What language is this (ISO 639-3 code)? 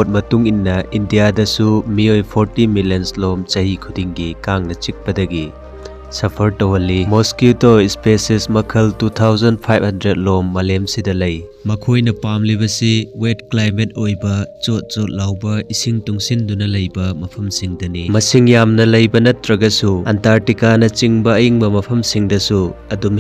mni